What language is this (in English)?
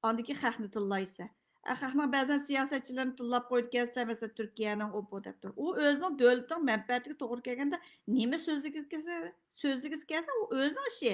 Uyghur